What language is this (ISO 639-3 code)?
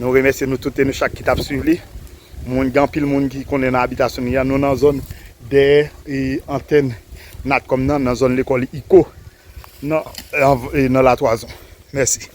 hat